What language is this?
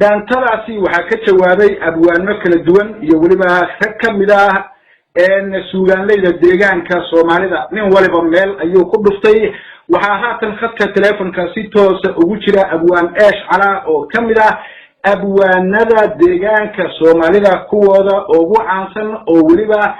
Somali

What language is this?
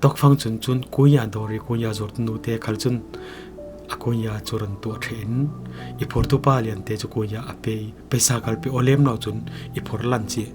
Falam Chin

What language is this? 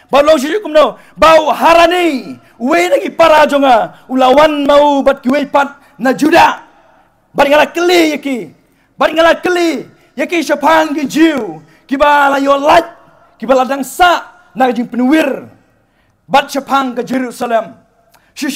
Khasi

